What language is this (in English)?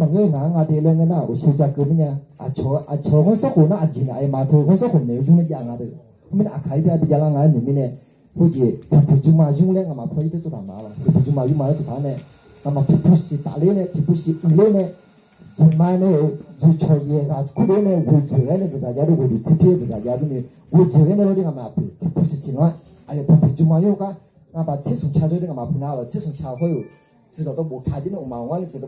Akha